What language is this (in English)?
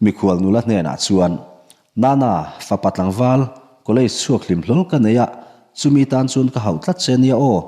Mizo